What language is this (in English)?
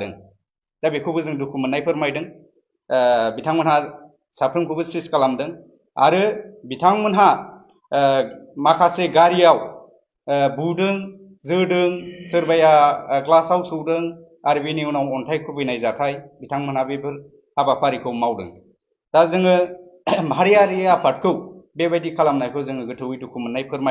Bodo